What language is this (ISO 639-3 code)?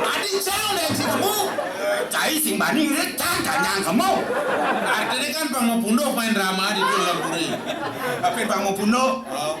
ban